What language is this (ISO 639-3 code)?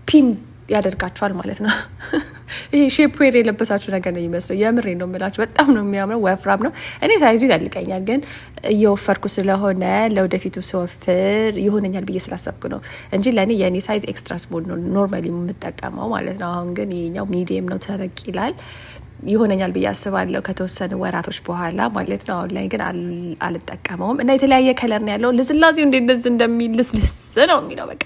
amh